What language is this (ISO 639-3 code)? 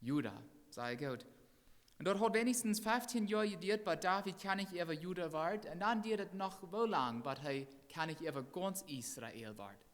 pdt